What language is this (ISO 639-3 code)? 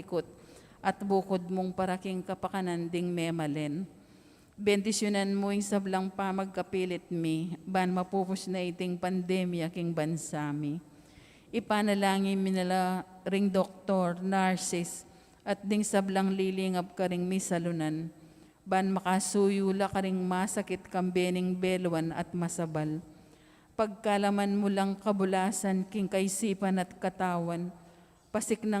pam